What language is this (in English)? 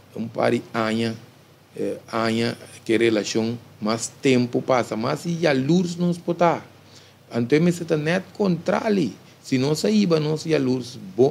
Papiamento